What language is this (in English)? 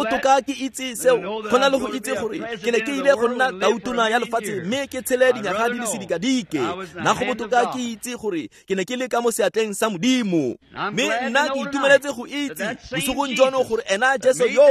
Tswana